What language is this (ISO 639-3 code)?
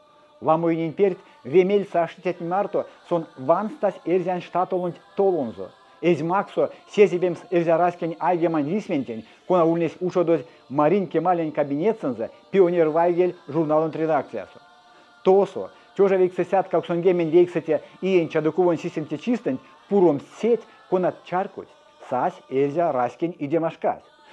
myv